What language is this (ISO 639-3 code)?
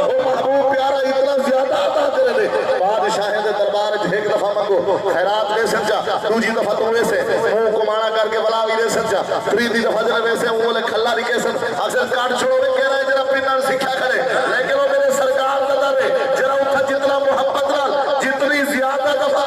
skr